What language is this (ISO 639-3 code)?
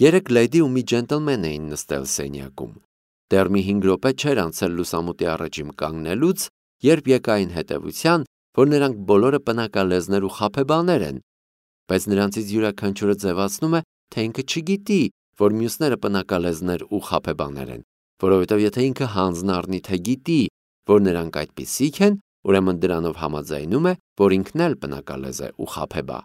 hye